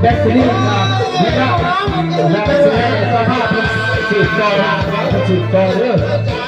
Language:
Lao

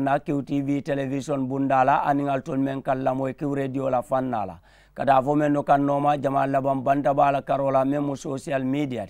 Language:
Mandingo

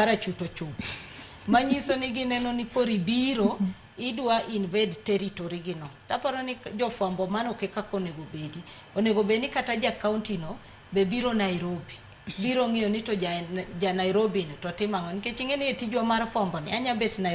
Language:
Luo (Kenya and Tanzania)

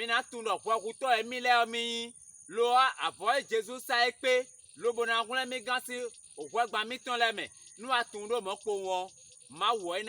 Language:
Fon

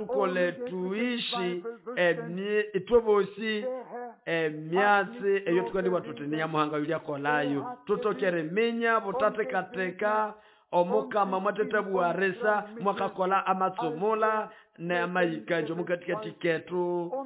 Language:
Nande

